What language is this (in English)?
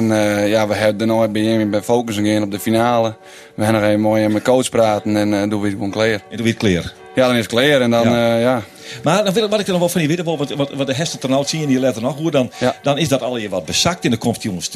Western Frisian